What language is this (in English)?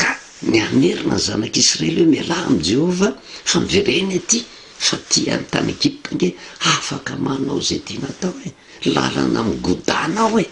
Malagasy